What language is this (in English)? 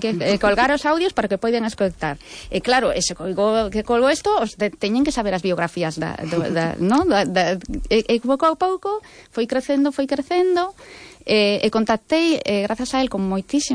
Galician